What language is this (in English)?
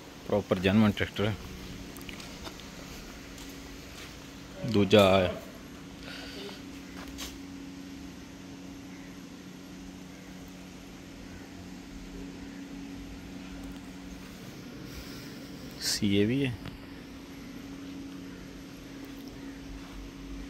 Punjabi